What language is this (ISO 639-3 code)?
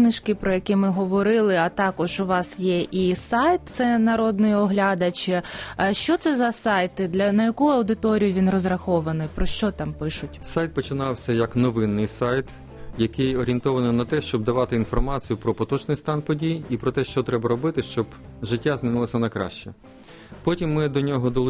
ukr